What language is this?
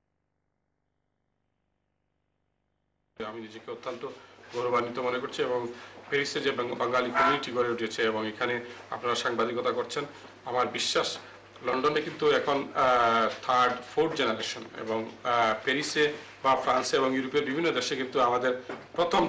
Bangla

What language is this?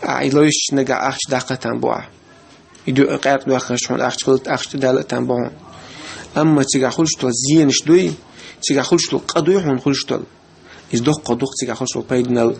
Chechen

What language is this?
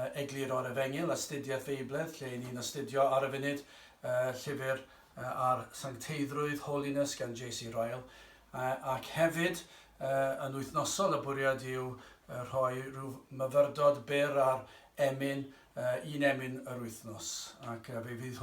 Welsh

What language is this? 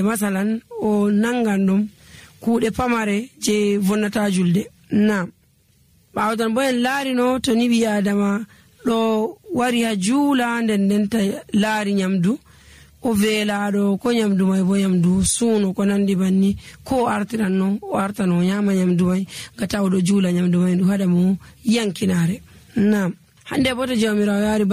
Nigerian Fulfulde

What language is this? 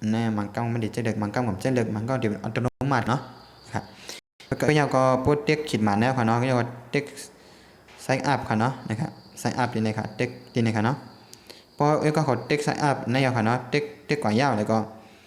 Shan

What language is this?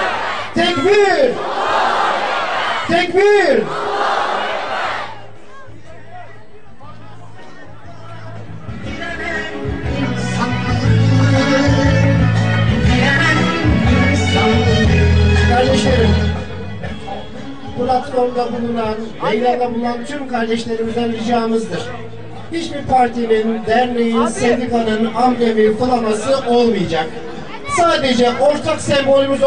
Turkish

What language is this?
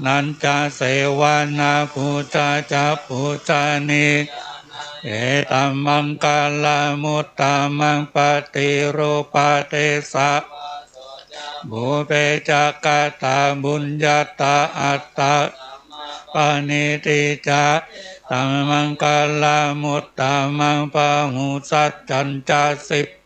Pali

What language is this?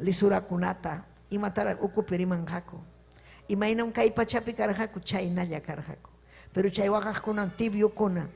Ayacucho Quechua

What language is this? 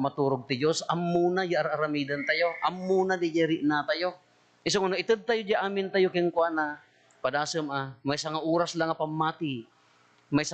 Iloko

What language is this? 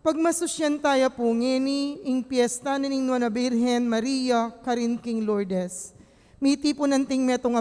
Pampanga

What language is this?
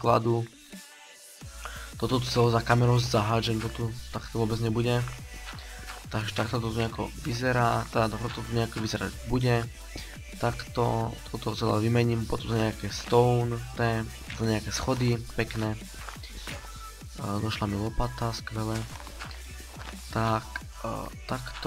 Slovak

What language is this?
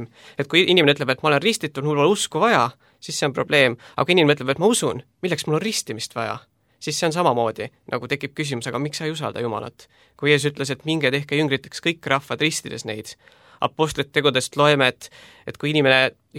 Estonian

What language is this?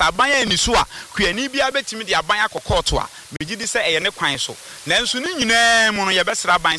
Akan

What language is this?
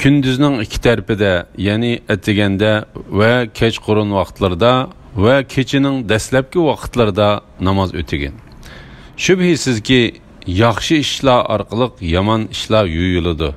Uyghur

